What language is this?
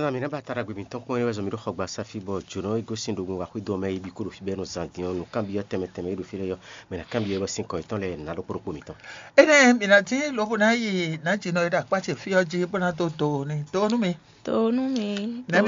Fon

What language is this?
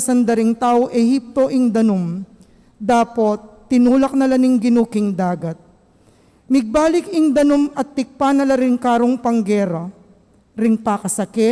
Pampanga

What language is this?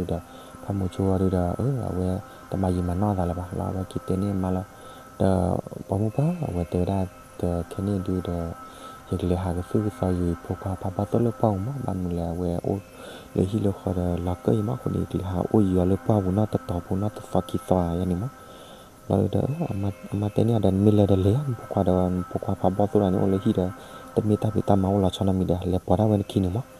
S'gaw Karen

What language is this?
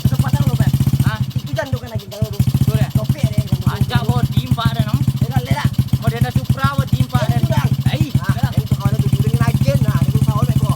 Minangkabau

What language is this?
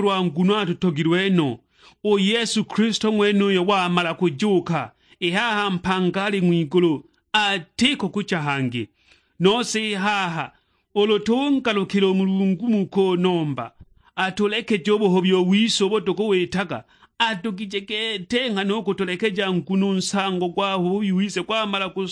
Sukuma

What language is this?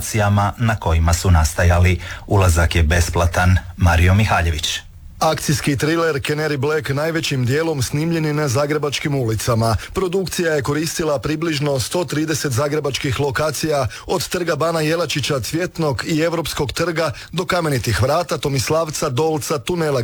Croatian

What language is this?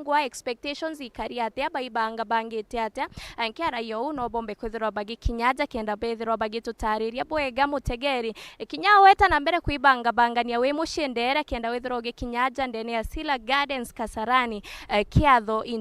Meru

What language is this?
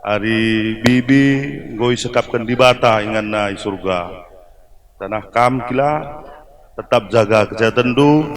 Batak Karo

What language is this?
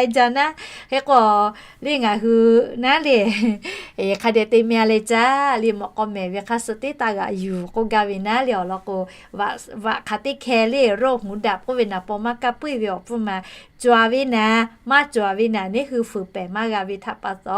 Lahu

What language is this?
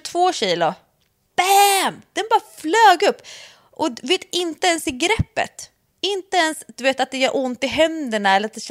Swedish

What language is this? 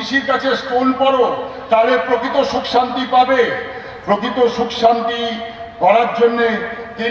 Bangla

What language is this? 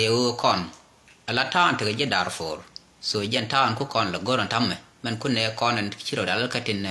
Nuer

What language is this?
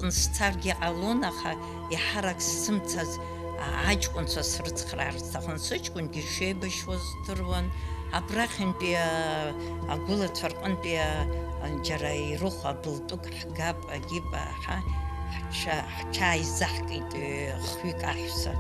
Abkhazian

